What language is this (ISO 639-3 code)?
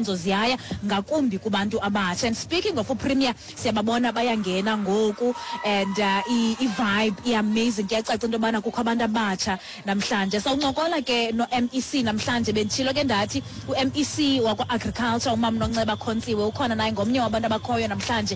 xho